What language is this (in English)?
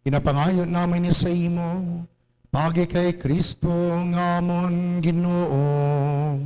Hiligaynon